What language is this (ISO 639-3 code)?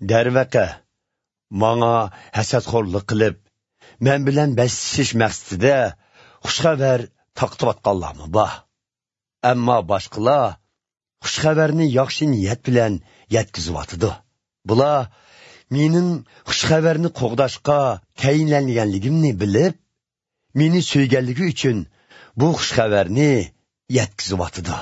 uig